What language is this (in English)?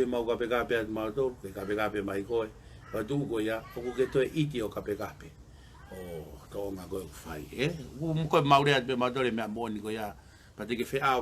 Tongan